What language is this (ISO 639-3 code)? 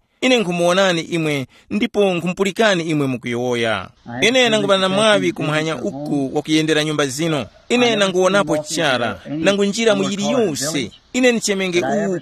tum